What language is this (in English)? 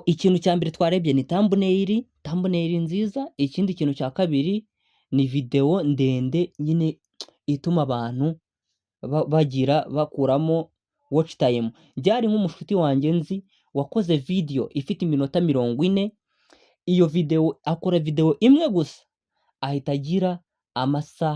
Kinyarwanda